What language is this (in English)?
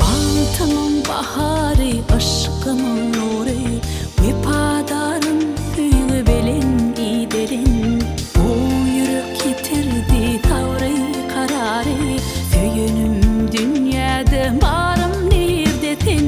Turkmen